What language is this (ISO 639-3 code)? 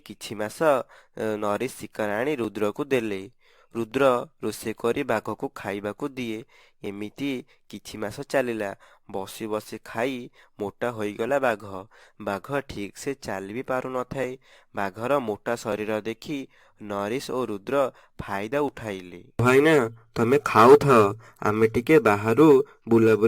ori